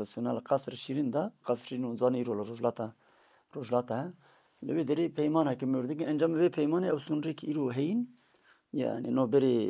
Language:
Kurdish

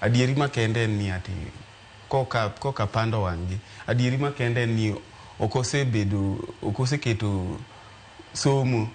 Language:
Luo (Kenya and Tanzania)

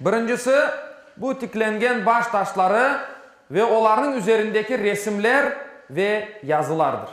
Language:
Crimean Tatar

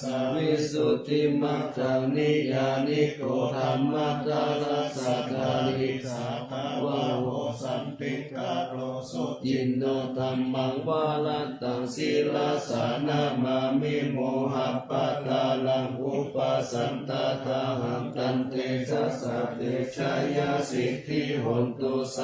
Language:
Pali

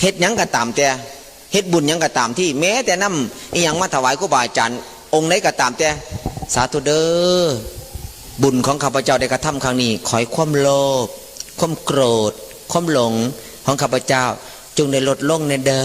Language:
Northeastern Thai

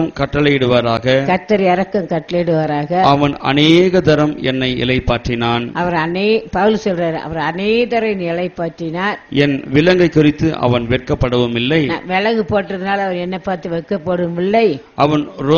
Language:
Tamil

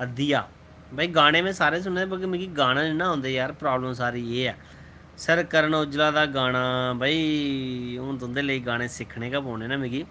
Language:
Dogri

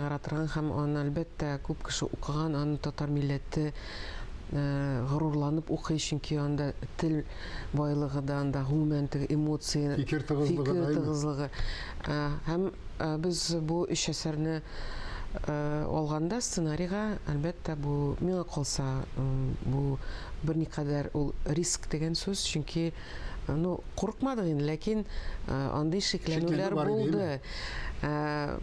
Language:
Tatar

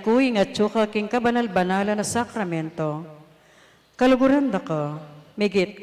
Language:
Pampanga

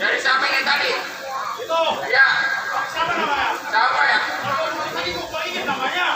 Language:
Betawi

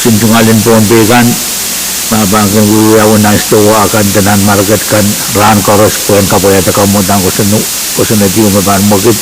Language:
Pohnpeian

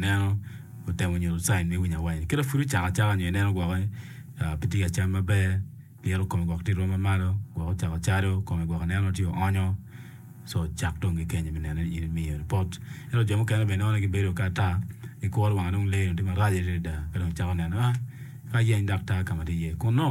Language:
Acoli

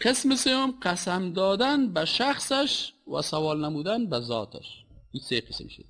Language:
Persian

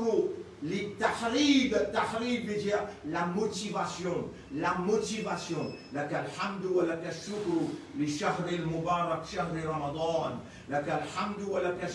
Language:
Morisyen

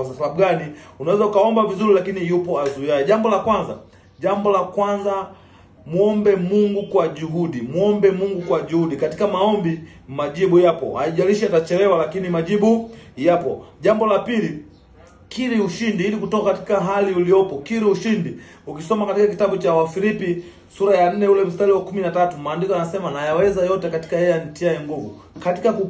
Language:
Swahili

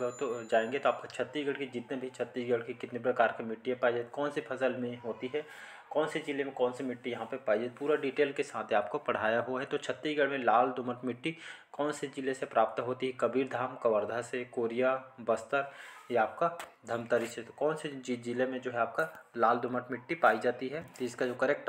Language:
Hindi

